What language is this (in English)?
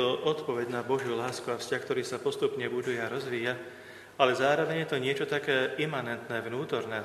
Slovak